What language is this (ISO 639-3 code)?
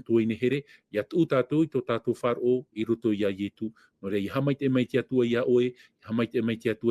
tah